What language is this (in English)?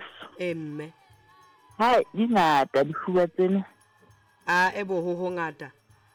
Southern Sotho